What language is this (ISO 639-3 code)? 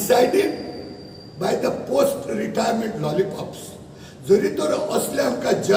kok